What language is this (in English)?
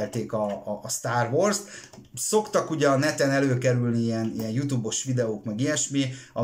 Hungarian